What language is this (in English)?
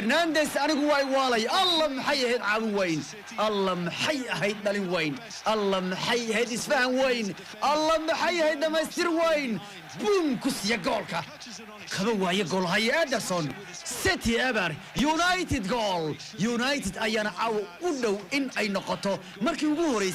Somali